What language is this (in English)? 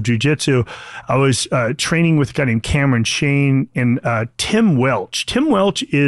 English